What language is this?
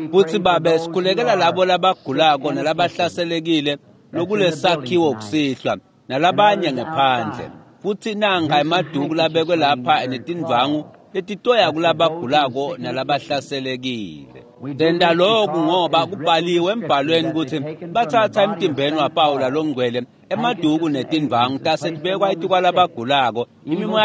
Swati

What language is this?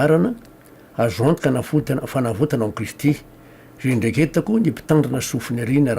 Malagasy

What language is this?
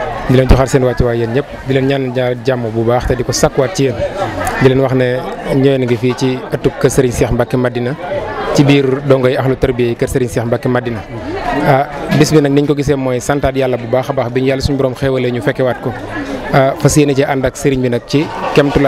Wolof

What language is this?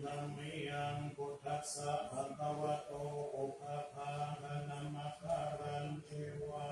Pali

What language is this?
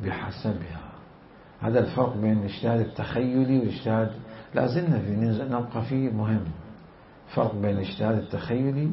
Mesopotamian Arabic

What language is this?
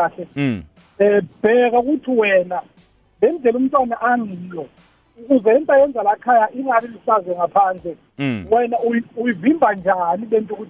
South Ndebele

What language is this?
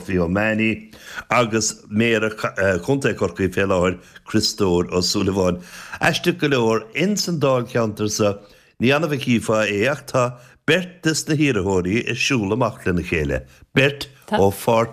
Irish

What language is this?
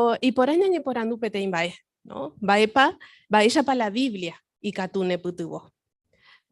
Guarani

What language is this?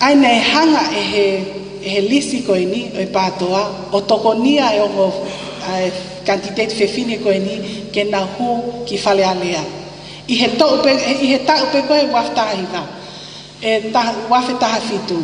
Tongan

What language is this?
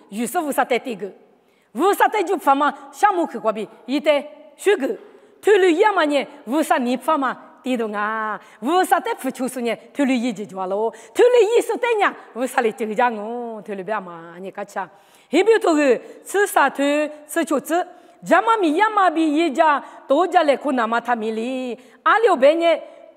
Lisu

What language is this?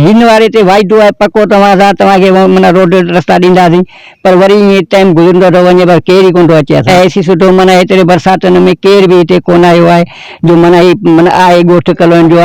Sindhi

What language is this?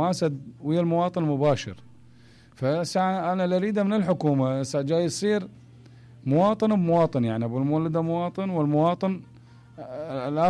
Mesopotamian Arabic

